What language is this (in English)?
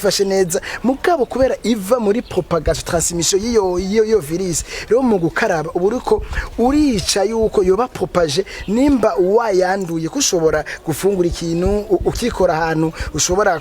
Rundi